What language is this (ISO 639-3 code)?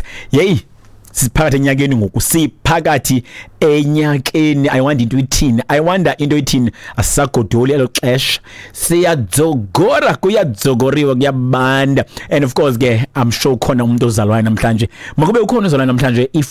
xho